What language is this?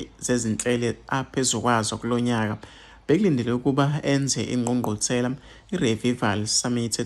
Zulu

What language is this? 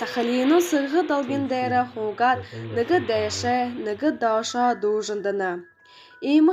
Buriat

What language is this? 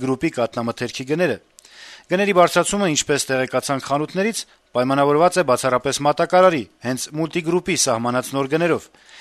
Armenian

